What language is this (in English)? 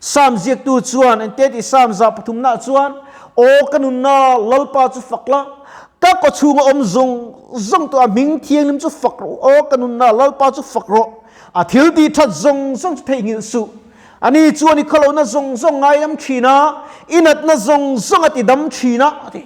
Mizo